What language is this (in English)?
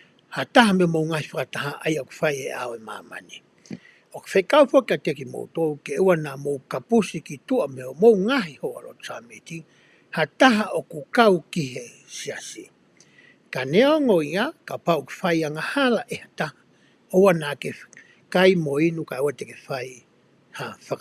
Tongan